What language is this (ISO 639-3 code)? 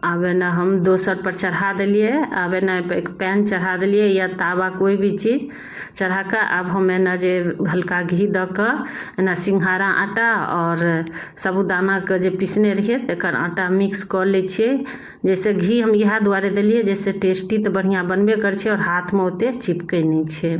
mai